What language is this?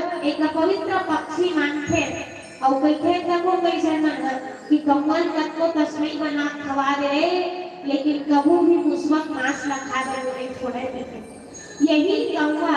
Chhattisgarhi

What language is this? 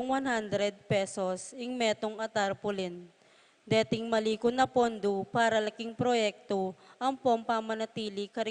Pampanga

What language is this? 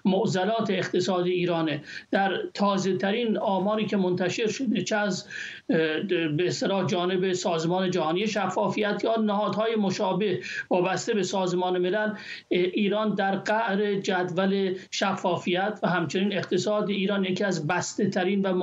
Persian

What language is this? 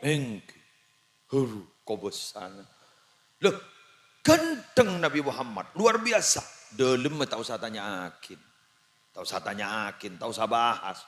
Madurese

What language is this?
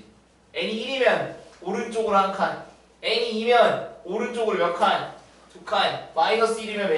Korean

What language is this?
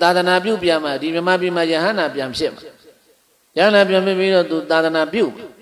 Burmese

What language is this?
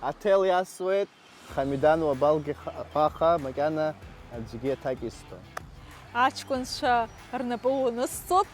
Abkhazian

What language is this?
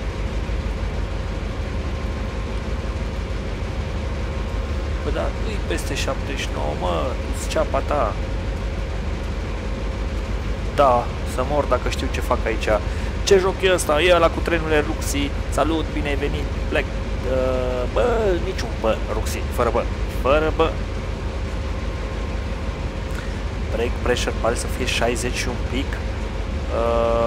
Romanian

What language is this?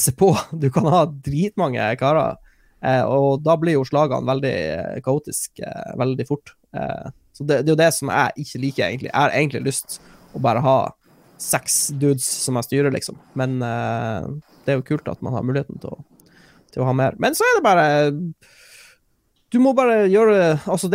Norwegian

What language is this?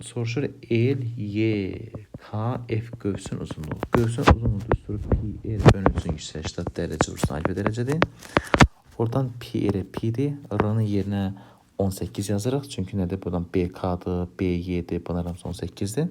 Azerbaijani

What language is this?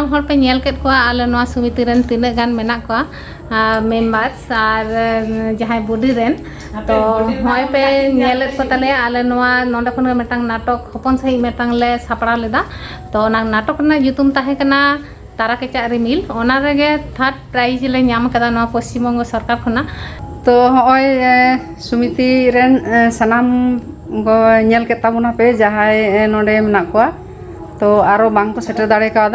Santali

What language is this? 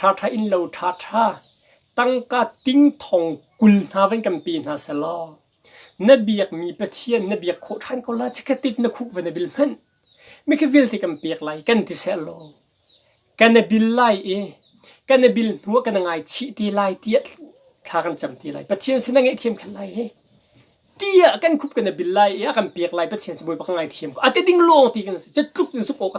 Hakha Chin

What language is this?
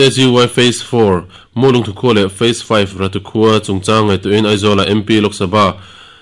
Mizo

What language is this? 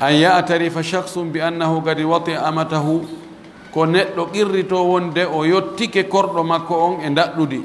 Pular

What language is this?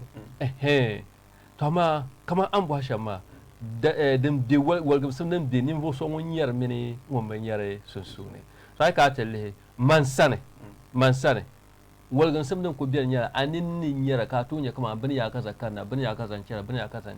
Dagbani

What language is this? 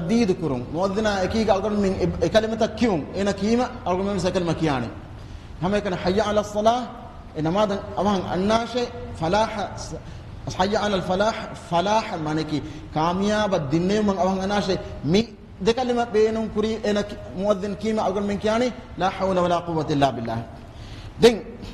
Divehi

